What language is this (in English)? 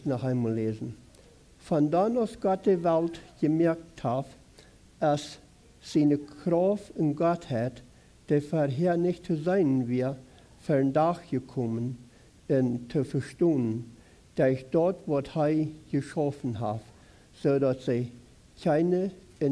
Plautdietsch